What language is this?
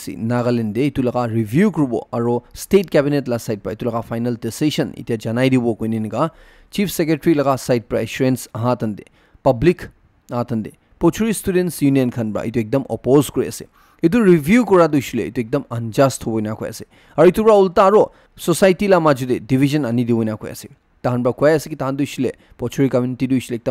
Naga Pidgin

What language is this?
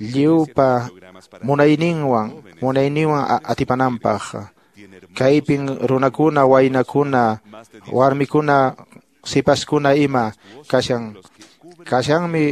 Quechua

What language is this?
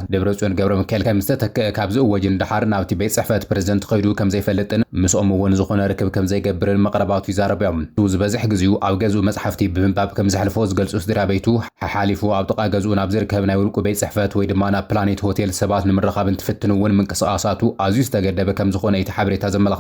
Tigrinya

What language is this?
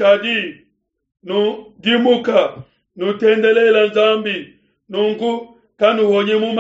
Luba-Lulua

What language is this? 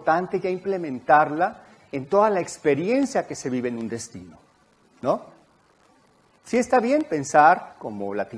Spanish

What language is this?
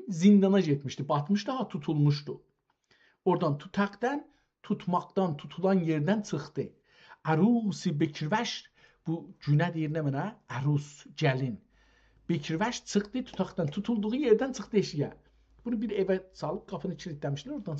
South Azerbaijani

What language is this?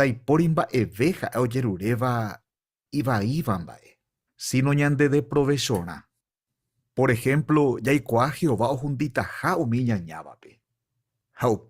Guarani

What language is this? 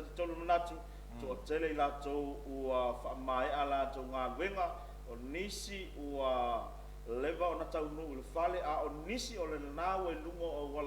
Samoan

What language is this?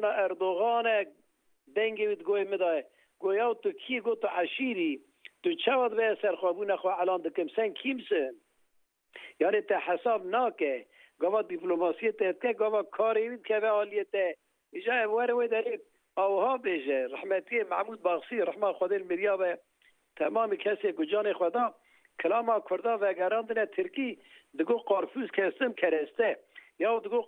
Kurdish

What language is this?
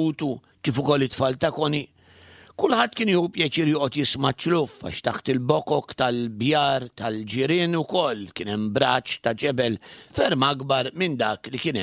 Maltese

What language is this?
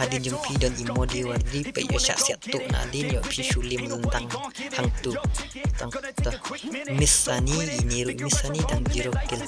Khasi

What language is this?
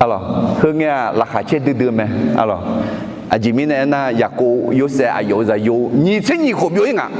Akha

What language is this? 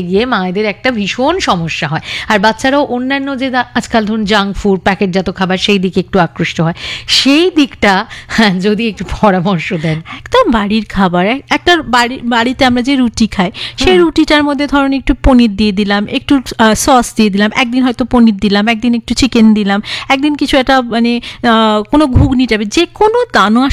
Bangla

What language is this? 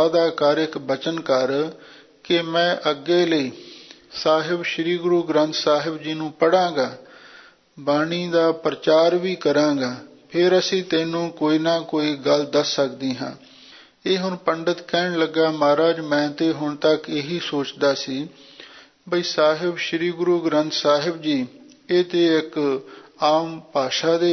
Punjabi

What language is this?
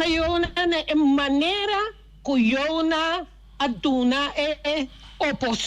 Papiamento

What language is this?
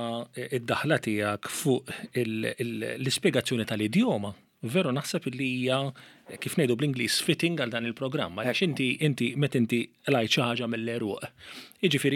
Maltese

